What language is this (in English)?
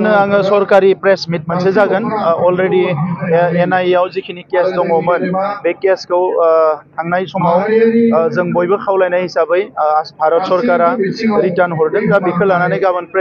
Bodo